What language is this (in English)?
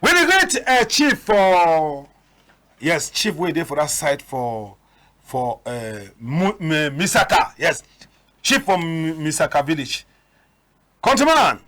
Cameroon Pidgin